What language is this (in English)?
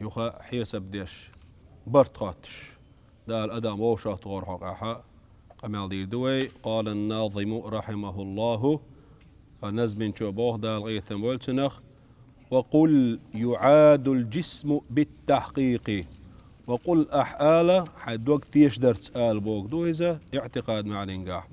Chechen